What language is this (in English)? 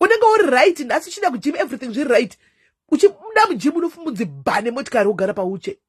Shona